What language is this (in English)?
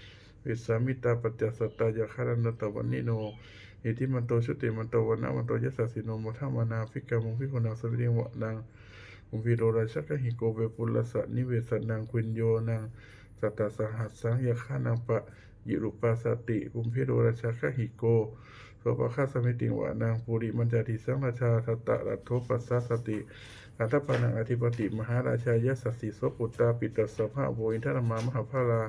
Pali